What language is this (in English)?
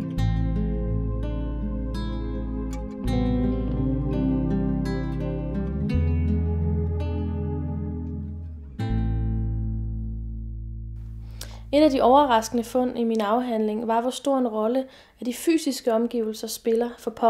Danish